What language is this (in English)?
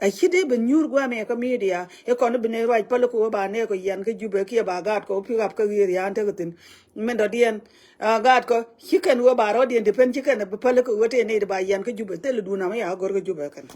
Nuer